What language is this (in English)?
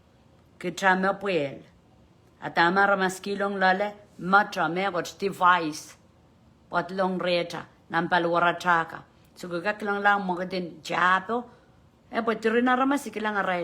Pohnpeian